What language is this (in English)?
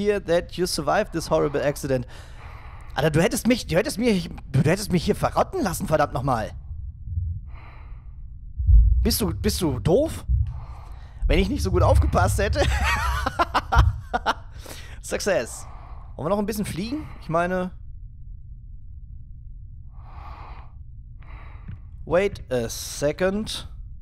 German